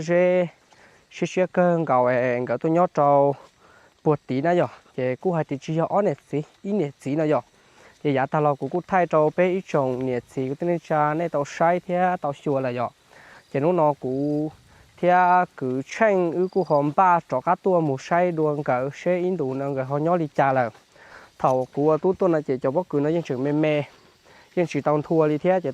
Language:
Hmong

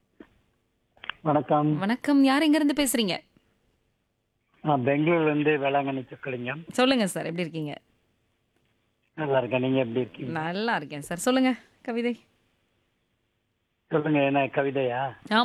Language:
Tamil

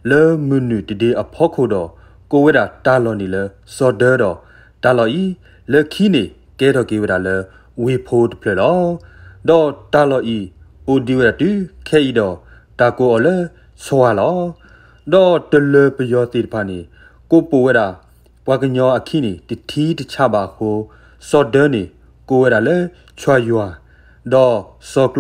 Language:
S'gaw Karen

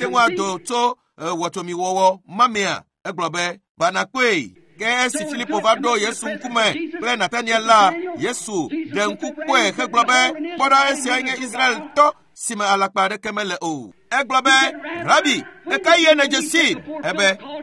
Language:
Ewe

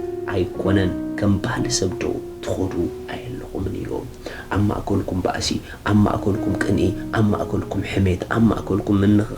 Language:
Tigrinya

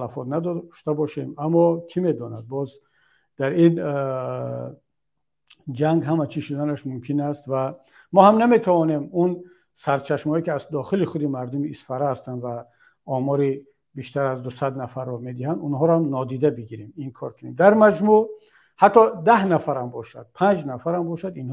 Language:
Tajik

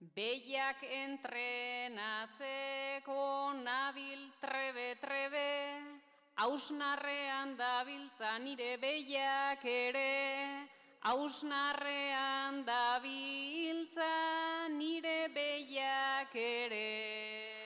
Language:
Basque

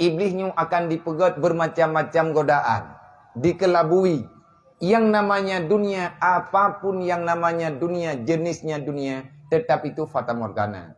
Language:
Achinese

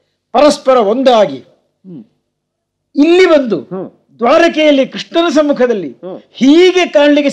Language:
Kannada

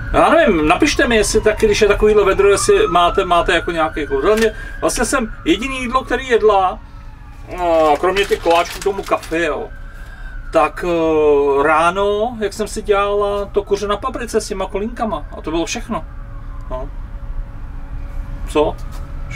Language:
Czech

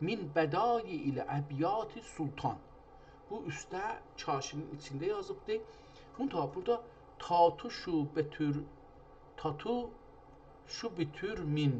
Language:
South Azerbaijani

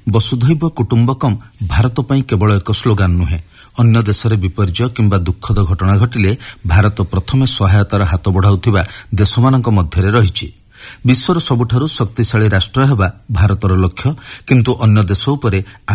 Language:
Odia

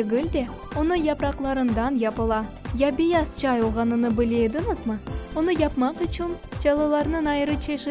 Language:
Crimean Tatar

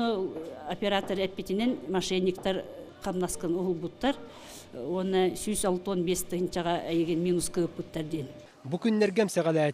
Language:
Yakut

